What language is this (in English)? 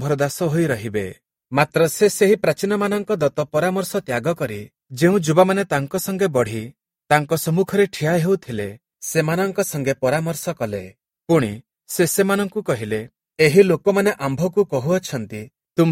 Odia